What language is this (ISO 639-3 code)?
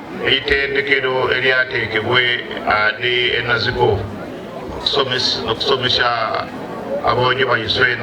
lug